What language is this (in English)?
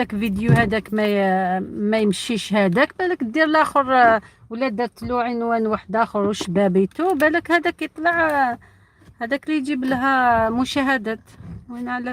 Algerian Arabic